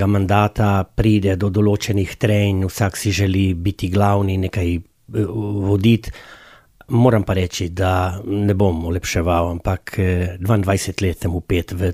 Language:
Slovenian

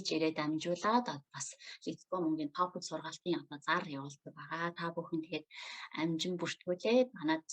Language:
Mongolian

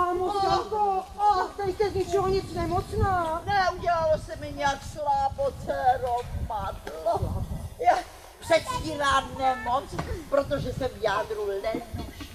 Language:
Czech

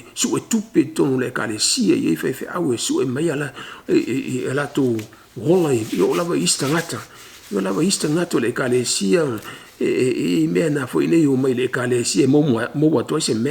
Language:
Samoan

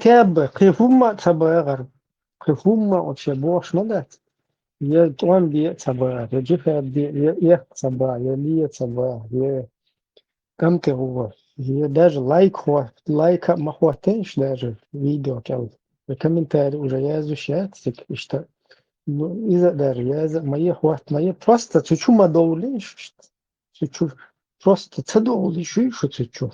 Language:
Chechen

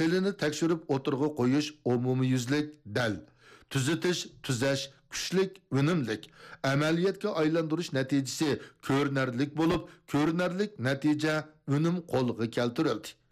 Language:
Uyghur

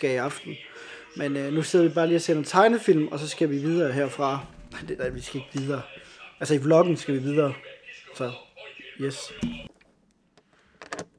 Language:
Danish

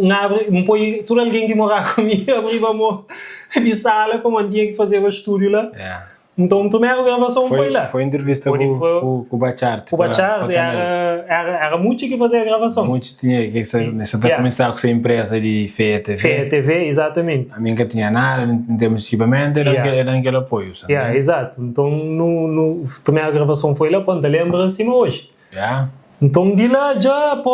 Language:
Kabuverdianu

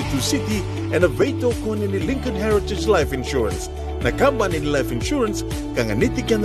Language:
Fijian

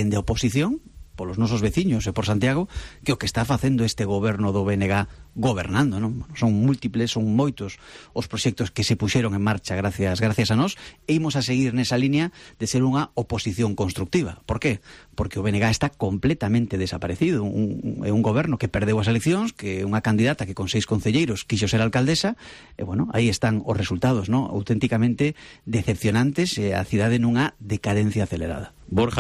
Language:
Galician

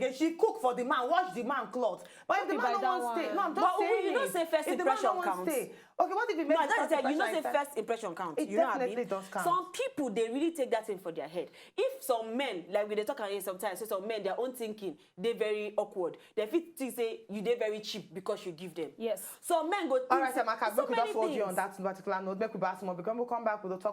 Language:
Nigerian Pidgin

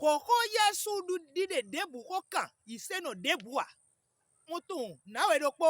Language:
Fon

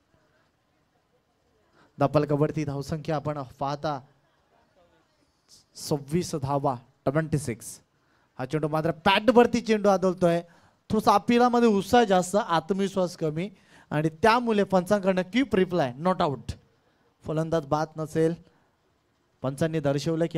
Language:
Marathi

